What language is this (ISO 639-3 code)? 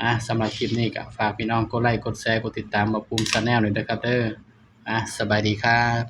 tts